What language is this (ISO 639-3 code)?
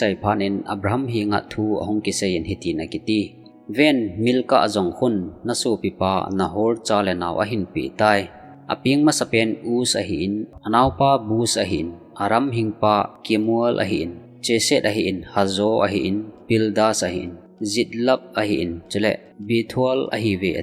tcz